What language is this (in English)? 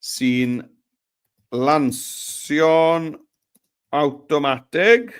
Welsh